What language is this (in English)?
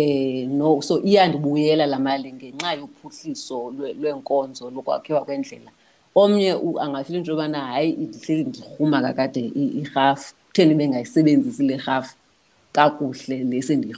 Xhosa